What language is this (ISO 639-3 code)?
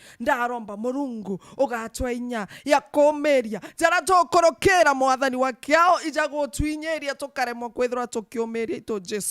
mer